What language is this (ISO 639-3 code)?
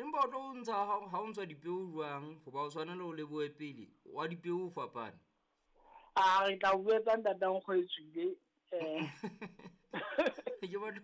sot